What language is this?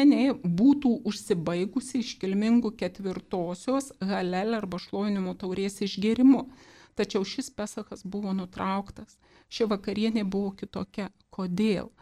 Lithuanian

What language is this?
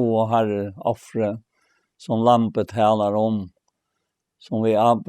Faroese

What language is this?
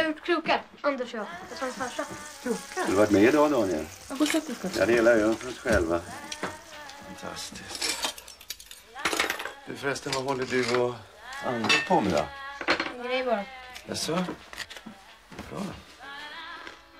Swedish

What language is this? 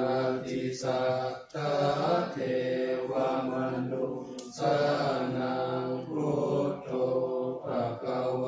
Pali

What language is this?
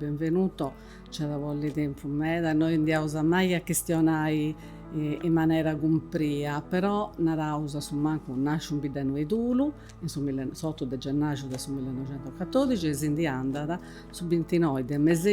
Sardinian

